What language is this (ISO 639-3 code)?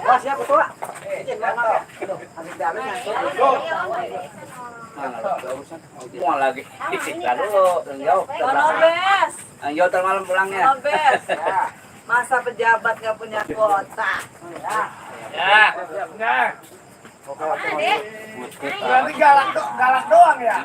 bew